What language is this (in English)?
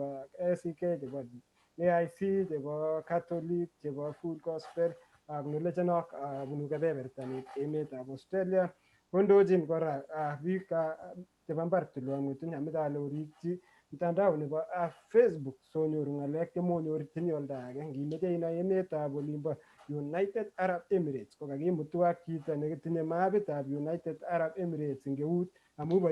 Kalenjin